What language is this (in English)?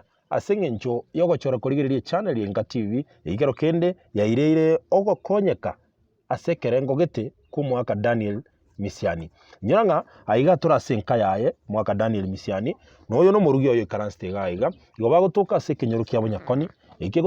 Gusii